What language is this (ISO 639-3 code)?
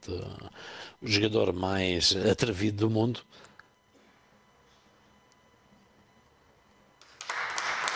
por